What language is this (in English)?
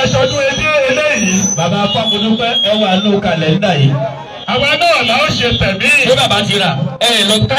Yoruba